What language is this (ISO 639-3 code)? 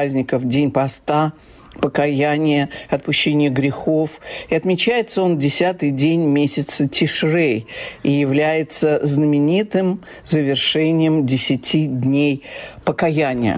rus